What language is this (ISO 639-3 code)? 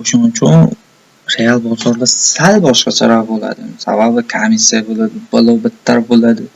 uzb